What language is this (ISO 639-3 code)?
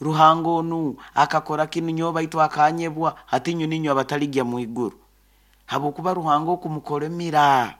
nyo